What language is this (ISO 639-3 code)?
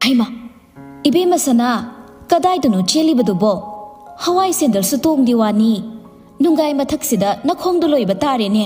mni